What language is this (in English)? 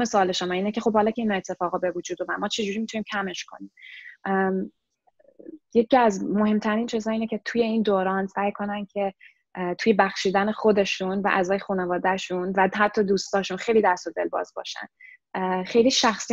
Persian